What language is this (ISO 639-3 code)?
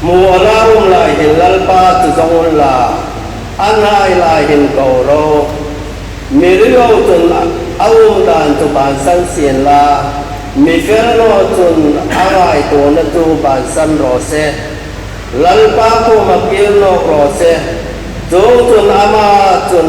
hmr